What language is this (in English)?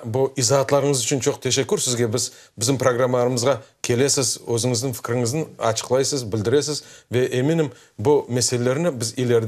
Crimean Tatar